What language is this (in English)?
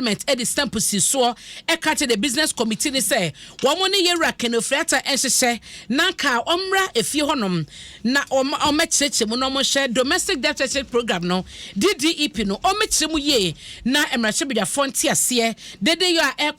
Akan